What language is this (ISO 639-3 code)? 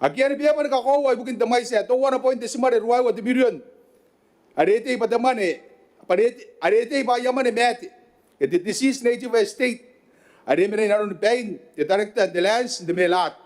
gil